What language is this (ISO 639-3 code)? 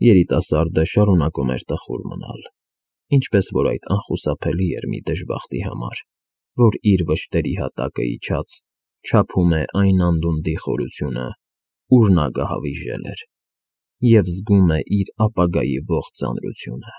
hye